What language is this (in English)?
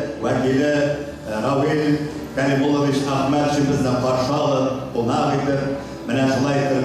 Tatar